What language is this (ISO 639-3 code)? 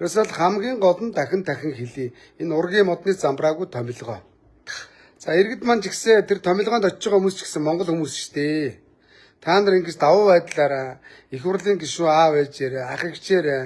mon